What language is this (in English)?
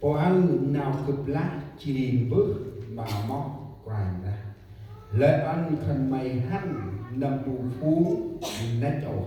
Central Mnong